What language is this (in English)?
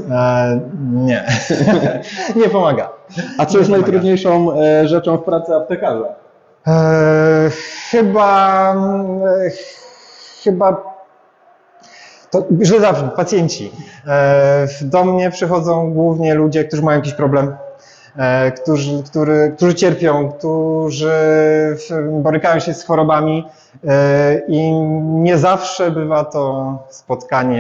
Polish